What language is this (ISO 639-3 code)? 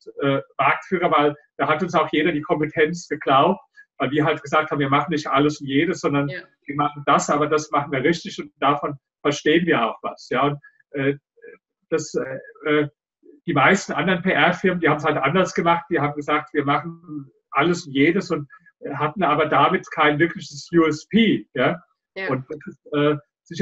deu